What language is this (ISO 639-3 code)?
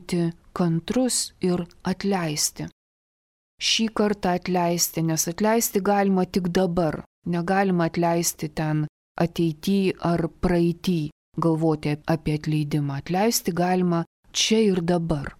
lit